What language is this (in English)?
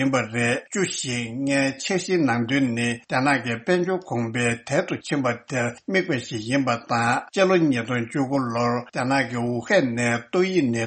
Tibetan